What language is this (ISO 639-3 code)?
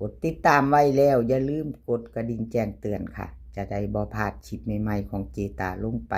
tts